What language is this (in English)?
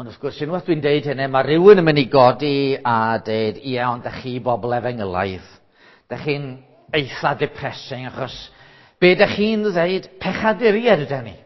Welsh